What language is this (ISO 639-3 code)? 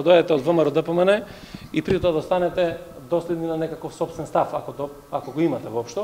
mkd